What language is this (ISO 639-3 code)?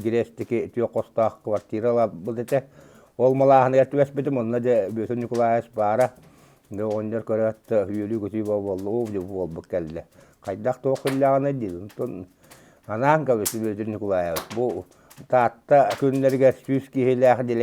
sah